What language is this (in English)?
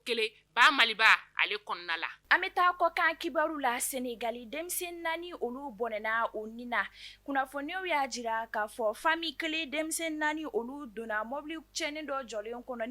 Bambara